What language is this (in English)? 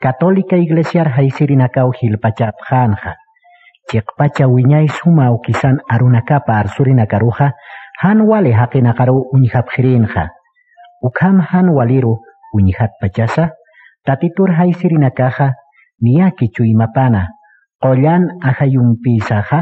Aymara